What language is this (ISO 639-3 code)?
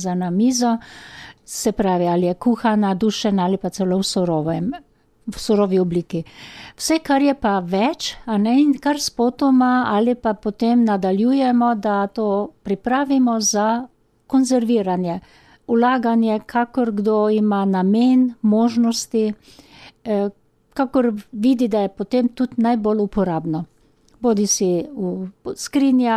slv